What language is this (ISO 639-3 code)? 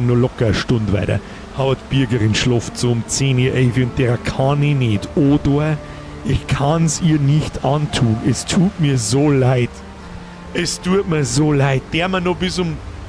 bar